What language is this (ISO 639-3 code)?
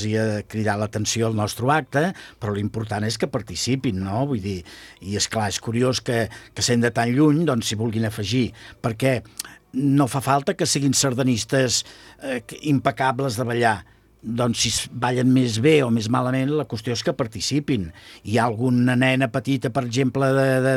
cat